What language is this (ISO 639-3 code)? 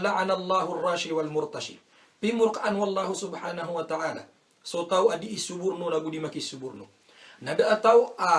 mrw